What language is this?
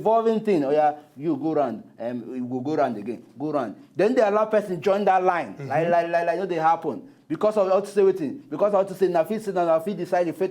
Nigerian Pidgin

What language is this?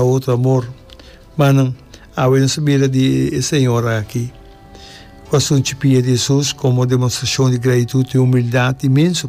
Papiamento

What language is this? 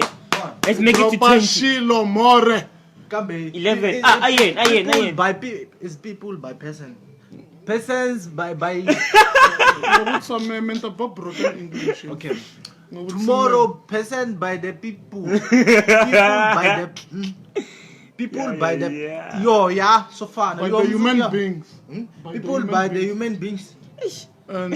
Tsonga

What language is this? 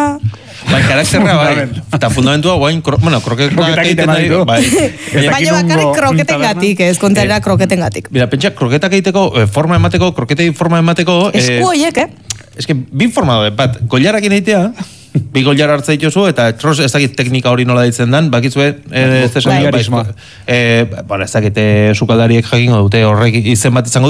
Basque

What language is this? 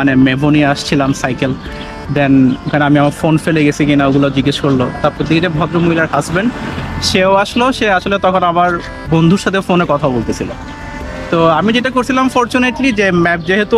Bangla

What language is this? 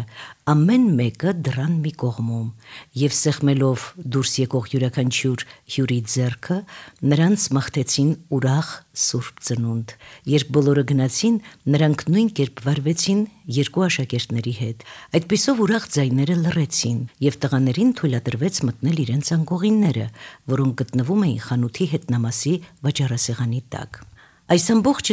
Armenian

